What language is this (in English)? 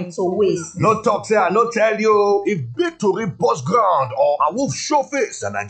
Nigerian Pidgin